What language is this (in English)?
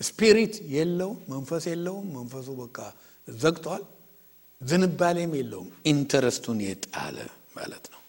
Amharic